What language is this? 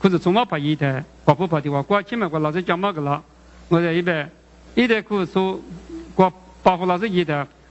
Lisu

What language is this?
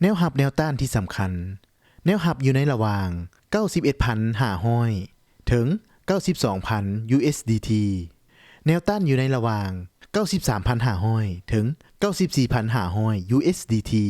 Lao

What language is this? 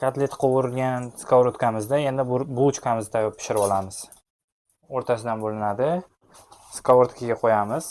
Uzbek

